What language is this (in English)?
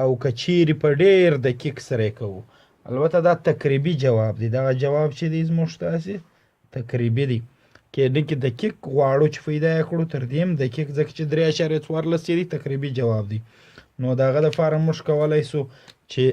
Pashto